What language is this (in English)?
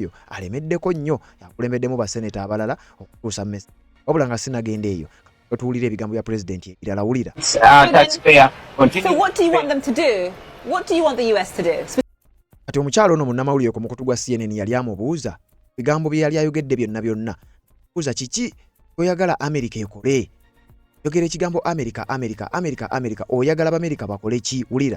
Ganda